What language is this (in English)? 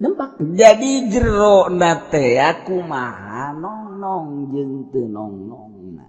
Sundanese